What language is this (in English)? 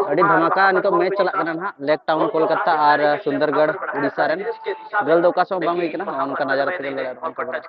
Santali